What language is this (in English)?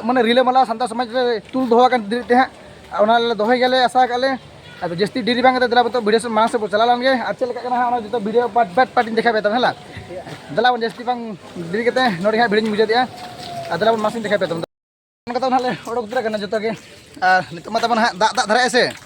Santali